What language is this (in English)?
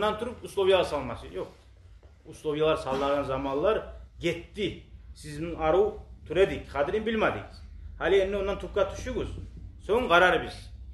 Kumyk